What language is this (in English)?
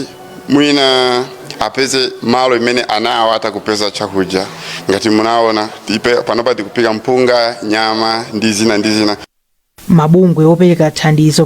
Nyanja